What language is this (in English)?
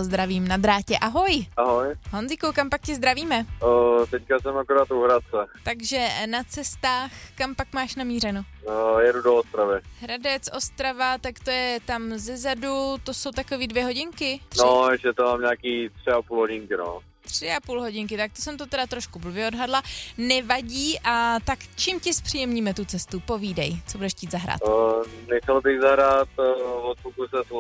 Czech